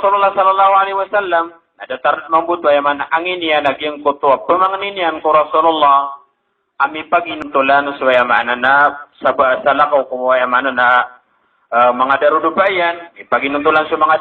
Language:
Maranao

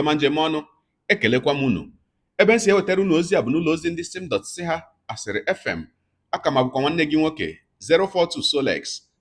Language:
Igbo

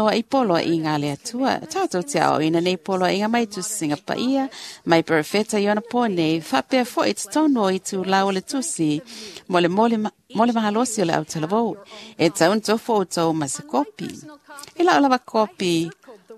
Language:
Samoan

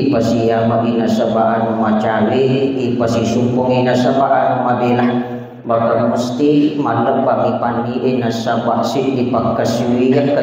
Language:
Buginese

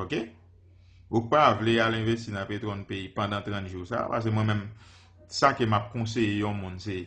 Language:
Haitian Creole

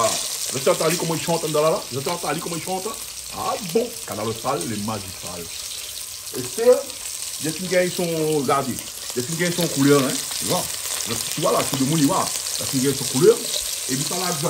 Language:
Réunion Creole French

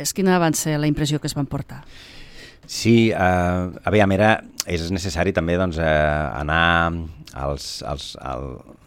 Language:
Catalan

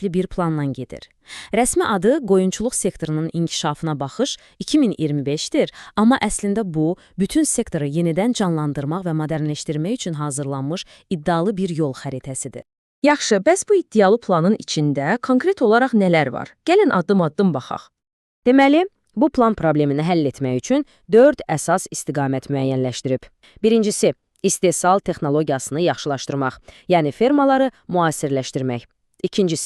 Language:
Azerbaijani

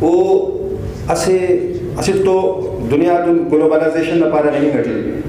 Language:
Brahui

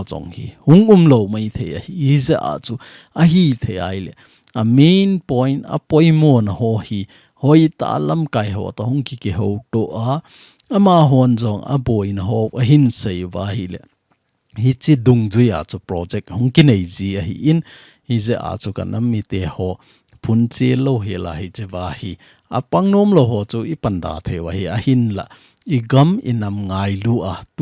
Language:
Thado Chin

